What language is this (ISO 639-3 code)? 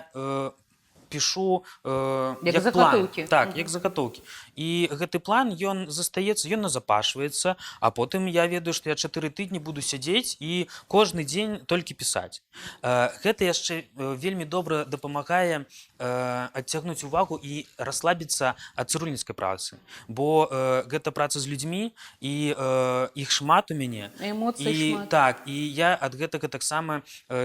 bel